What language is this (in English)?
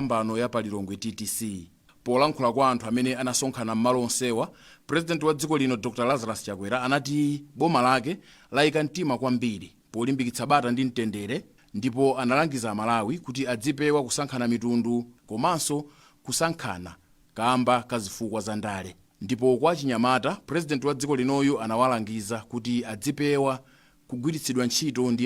Nyanja